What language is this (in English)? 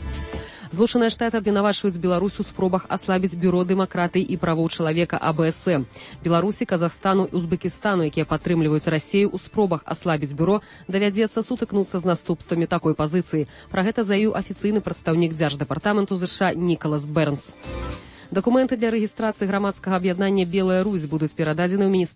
Belarusian